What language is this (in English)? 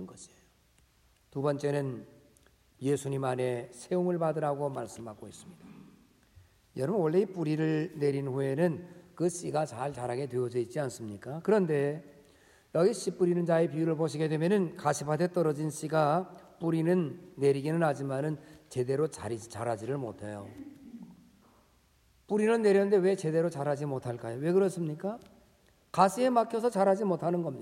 Korean